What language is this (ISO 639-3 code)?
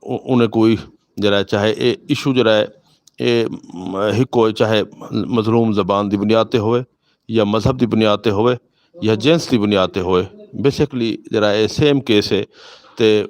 lah